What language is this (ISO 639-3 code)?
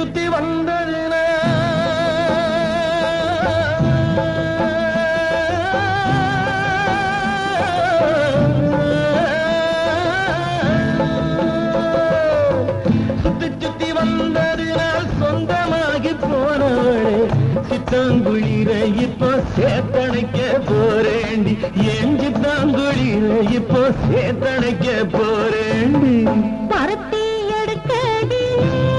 tam